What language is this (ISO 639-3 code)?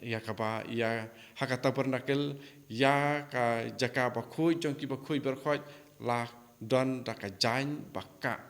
kha